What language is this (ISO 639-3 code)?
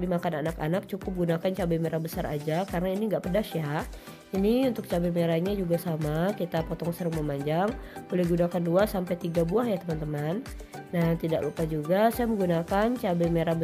ind